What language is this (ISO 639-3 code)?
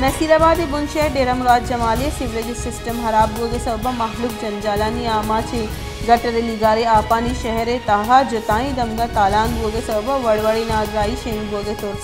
bal